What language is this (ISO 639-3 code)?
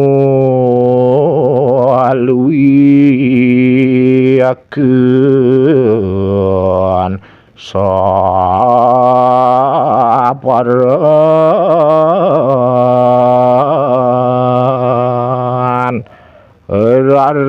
ban